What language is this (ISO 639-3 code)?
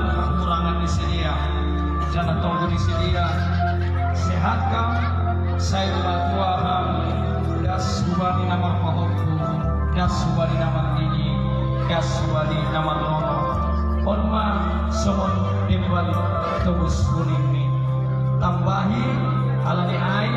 bts